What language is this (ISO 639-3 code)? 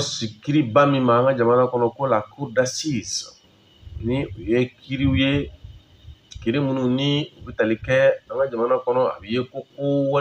bam